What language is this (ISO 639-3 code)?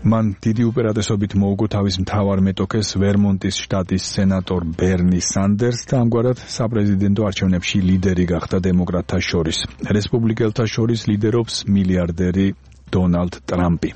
kat